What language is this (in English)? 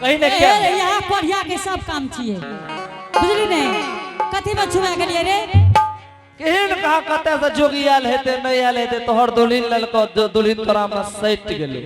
Angika